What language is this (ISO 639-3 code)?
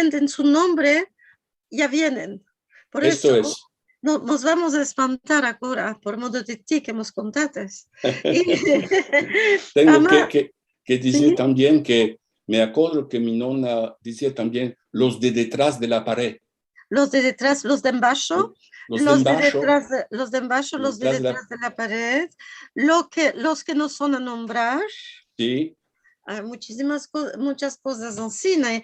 lad